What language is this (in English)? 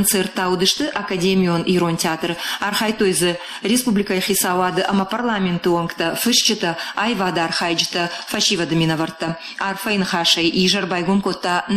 Ossetic